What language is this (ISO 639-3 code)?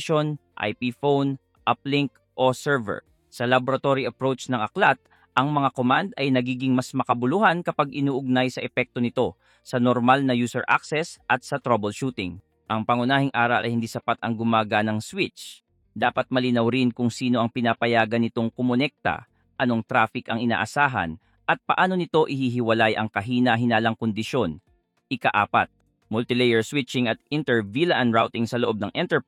fil